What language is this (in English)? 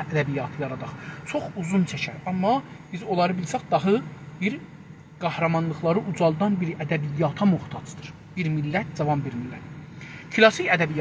South Azerbaijani